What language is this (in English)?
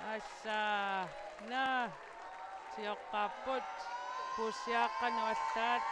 Kalaallisut